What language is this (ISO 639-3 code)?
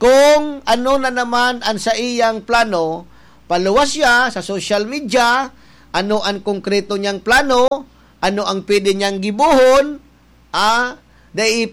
bik